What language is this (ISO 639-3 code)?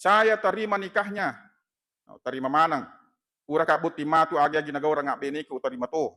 bug